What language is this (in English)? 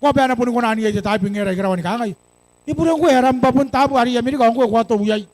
Gilbertese